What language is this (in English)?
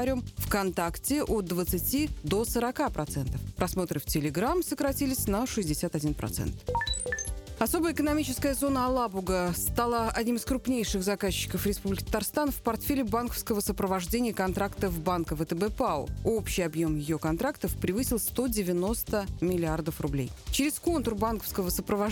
Russian